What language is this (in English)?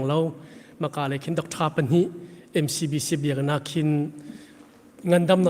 Hakha Chin